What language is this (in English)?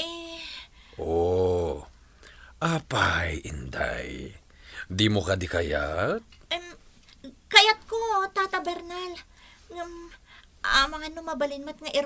Iloko